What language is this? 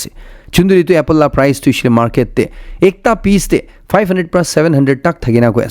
Naga Pidgin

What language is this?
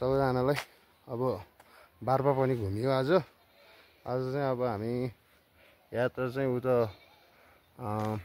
Nepali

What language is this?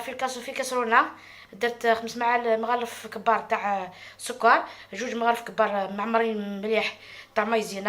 Algerian Arabic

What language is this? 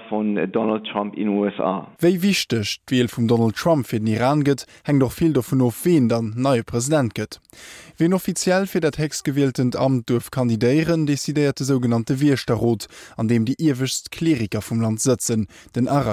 Luxembourgish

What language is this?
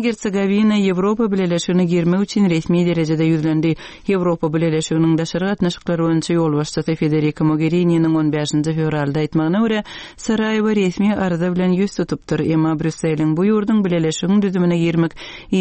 Turkmen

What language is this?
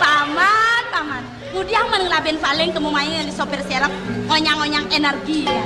Balinese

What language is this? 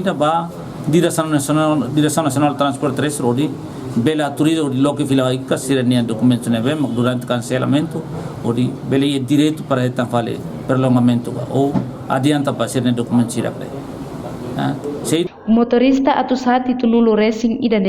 Tetum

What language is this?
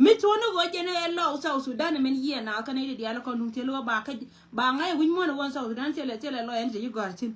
Nuer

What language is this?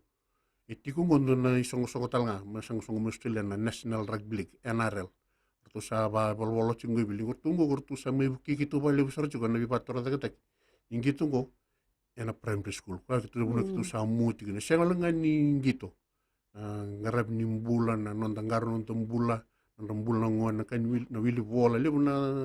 Fijian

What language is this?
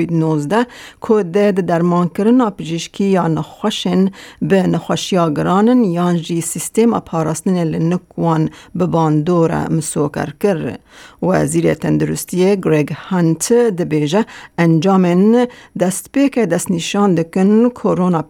Kurdish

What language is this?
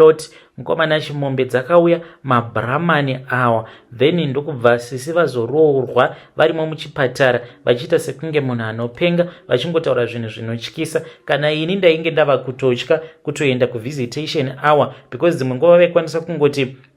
Shona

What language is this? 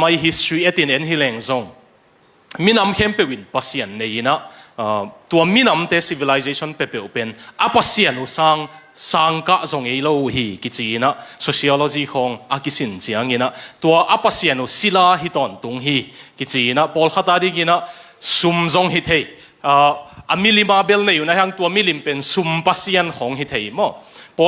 Tedim Chin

